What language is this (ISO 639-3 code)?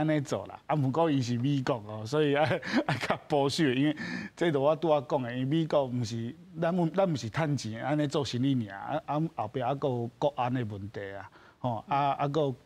nan